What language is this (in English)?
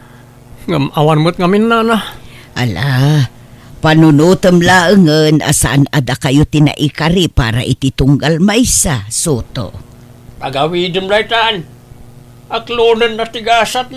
Iloko